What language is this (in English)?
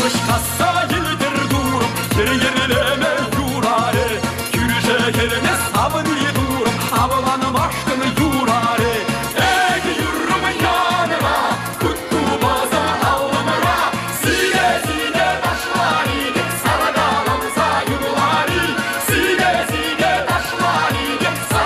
Chuvash